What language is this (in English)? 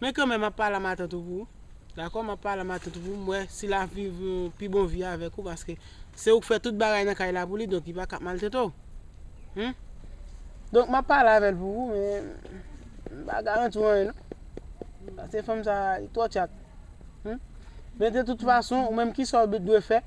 Haitian Creole